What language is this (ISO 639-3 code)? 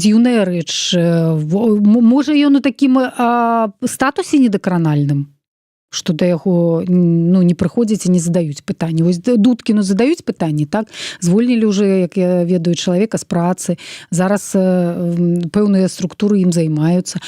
bel